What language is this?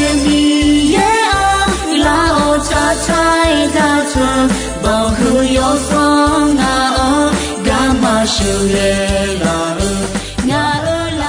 Akha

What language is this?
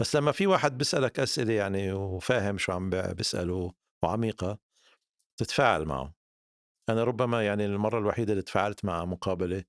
North Levantine Arabic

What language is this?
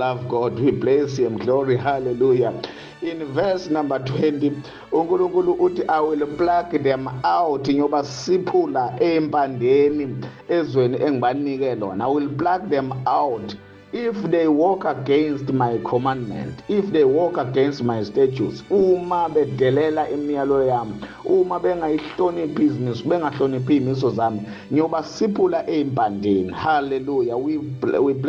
Zulu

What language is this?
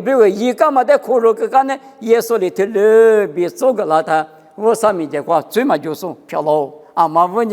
Lisu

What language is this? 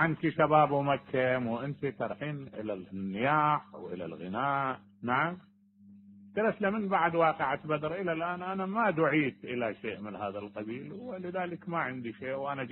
Mesopotamian Arabic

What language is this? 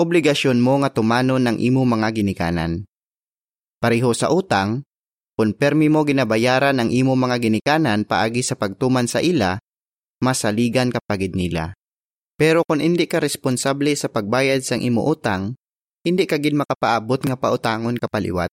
Hiligaynon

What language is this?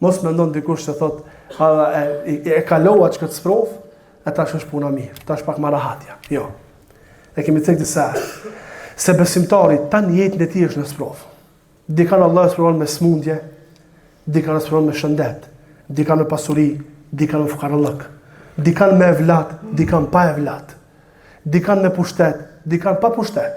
Albanian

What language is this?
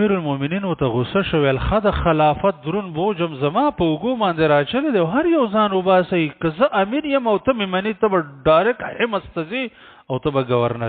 Pashto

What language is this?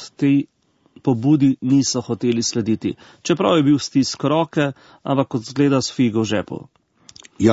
Slovenian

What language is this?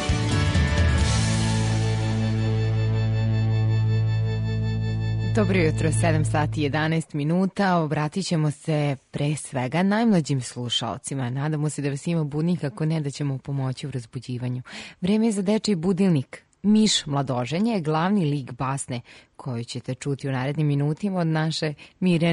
Serbian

